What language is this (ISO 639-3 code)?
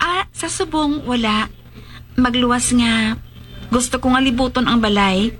hil